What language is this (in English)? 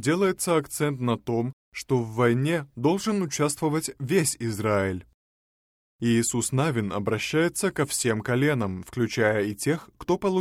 Russian